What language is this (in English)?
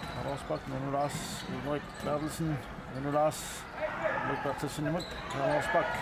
Kalaallisut